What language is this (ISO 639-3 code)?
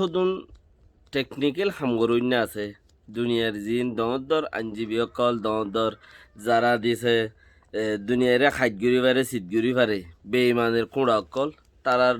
rhg